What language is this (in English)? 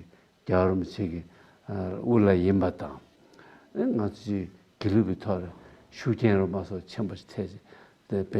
Tibetan